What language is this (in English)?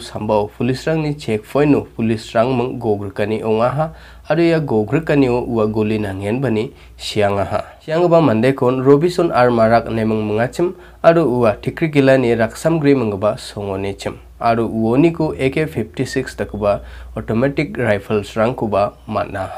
Garo